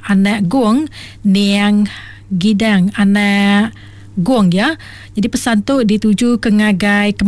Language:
Iban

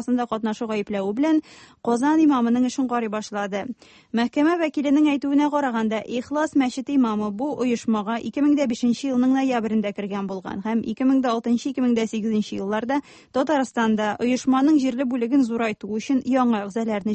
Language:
Tatar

